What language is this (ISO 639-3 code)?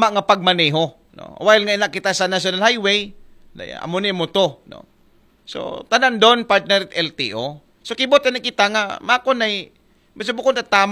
akl